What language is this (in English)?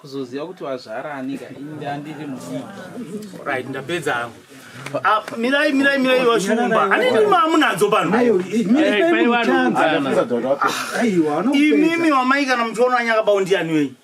Shona